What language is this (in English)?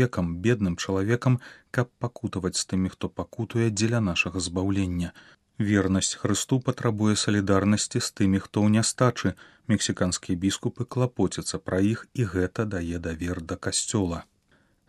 Belarusian